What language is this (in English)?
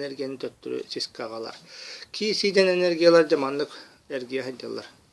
Yakut